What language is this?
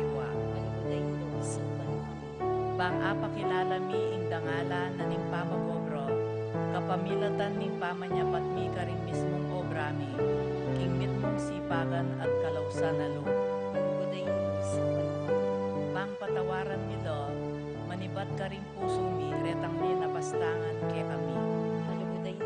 Pampanga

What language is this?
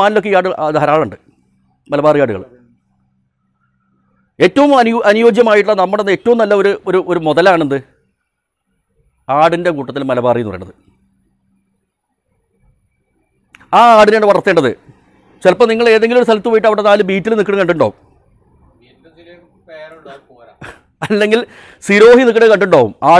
Malayalam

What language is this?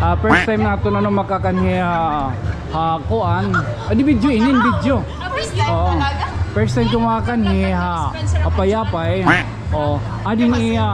Waray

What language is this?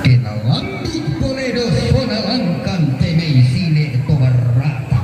Toraja-Sa'dan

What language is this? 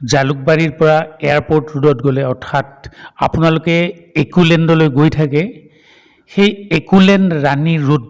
Assamese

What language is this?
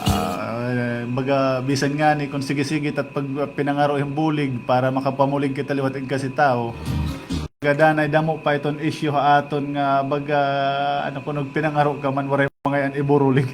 Waray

